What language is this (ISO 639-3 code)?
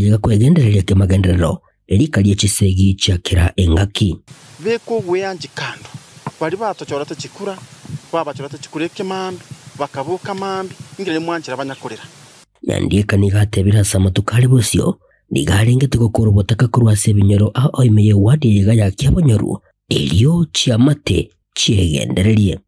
guz